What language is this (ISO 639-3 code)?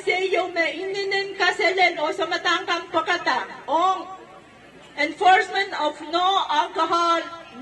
pon